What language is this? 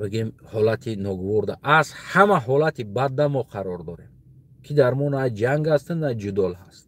Tajik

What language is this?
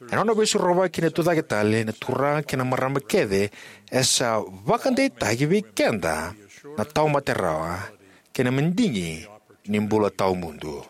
Fijian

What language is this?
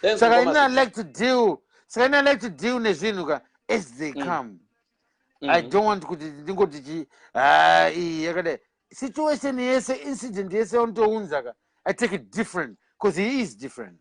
Shona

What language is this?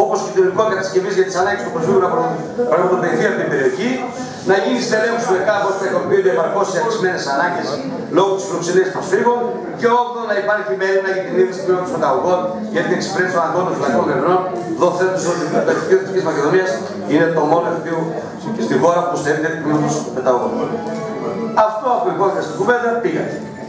Greek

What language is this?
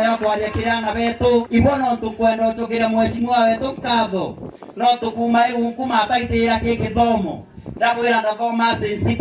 Meru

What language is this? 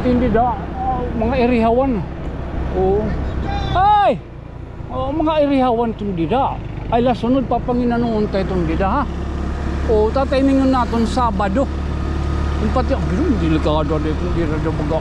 Waray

